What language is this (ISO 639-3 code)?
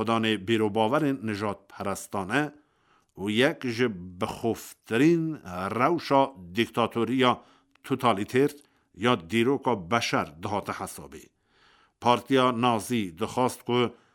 kur